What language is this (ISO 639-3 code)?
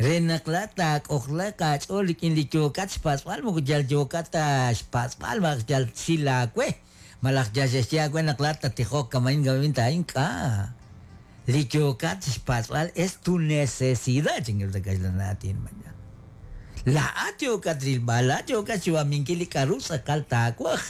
kek